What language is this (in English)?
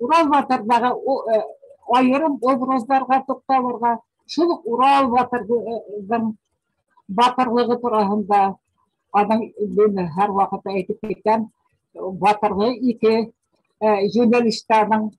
Bashkir